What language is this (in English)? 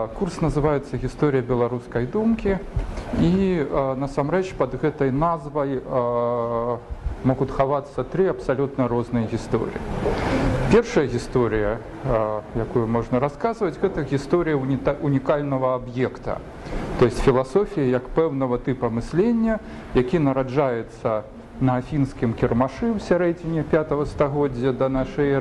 Belarusian